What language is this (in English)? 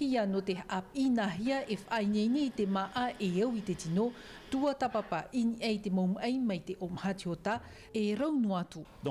Tahitian